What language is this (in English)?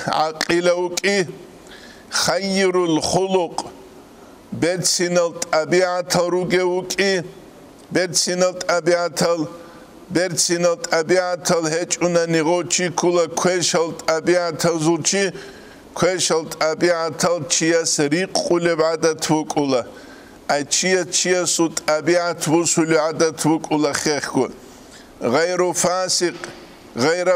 Avaric